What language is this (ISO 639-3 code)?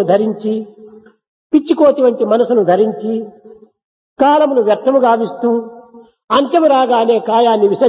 tel